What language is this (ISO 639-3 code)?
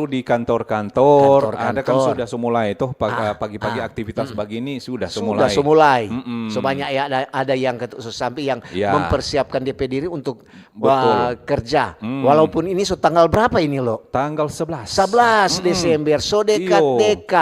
xmm